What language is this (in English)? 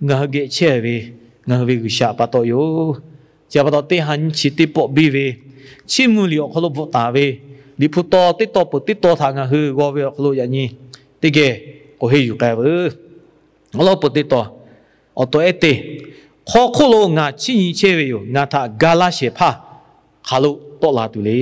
Lahu